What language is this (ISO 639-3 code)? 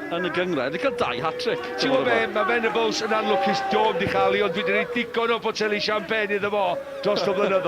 cym